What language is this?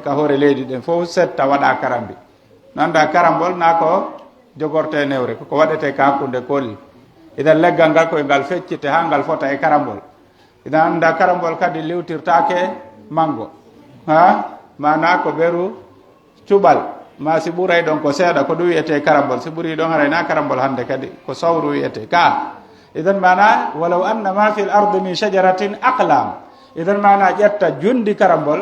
Pular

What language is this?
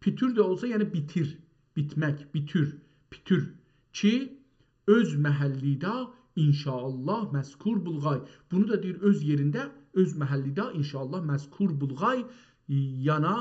South Azerbaijani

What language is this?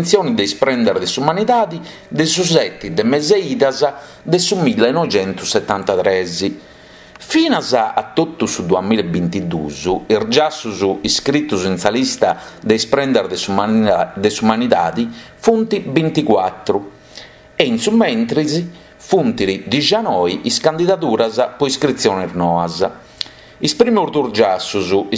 Sardinian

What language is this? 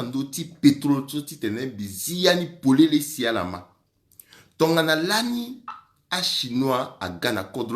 Sango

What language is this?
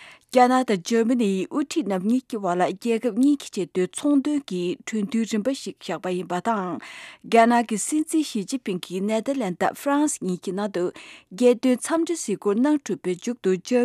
Tibetan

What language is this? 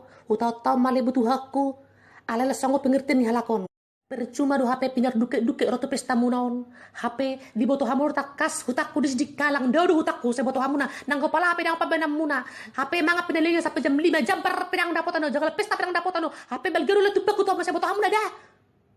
Batak Toba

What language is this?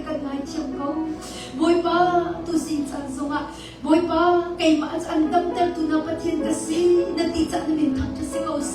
Hakha Chin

